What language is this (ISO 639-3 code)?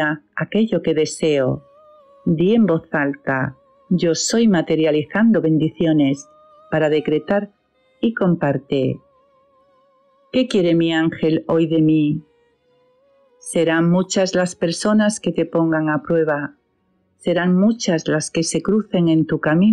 spa